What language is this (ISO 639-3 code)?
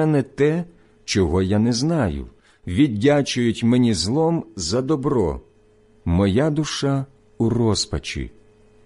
ukr